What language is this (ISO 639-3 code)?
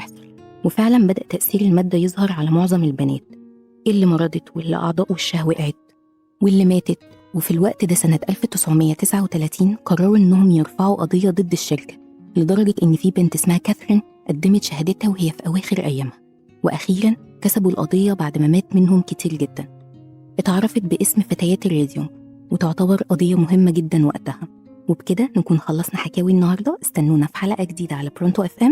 arz